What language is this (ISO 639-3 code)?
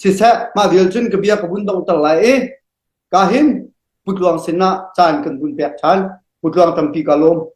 cnh